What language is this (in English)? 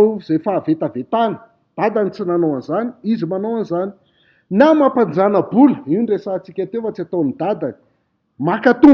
Malagasy